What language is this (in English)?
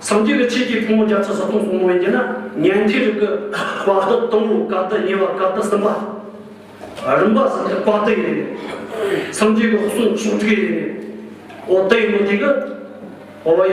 Tibetan